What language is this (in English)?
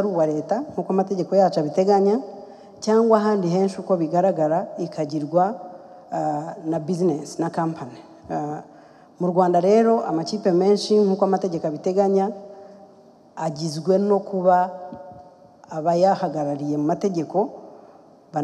Kinyarwanda